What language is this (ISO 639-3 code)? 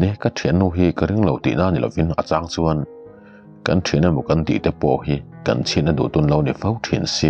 lus